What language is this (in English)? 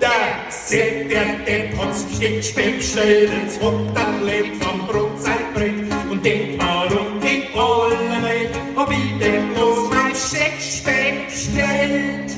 Bavarian